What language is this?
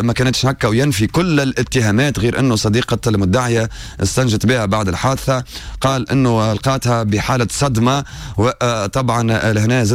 Tunisian Arabic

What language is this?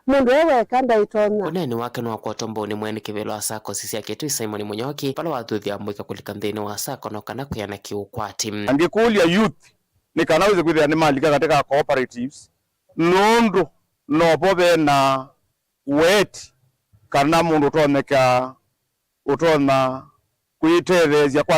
Kamba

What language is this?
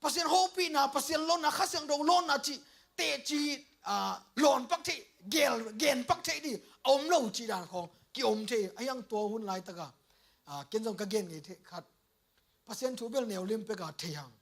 Tedim Chin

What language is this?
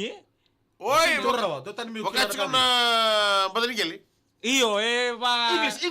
Fijian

